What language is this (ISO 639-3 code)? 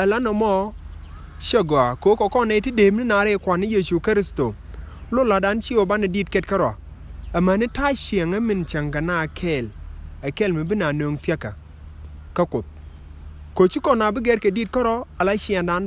nus